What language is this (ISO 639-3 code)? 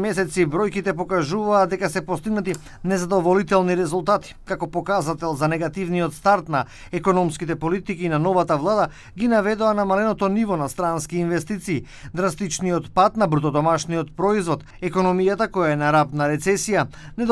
mkd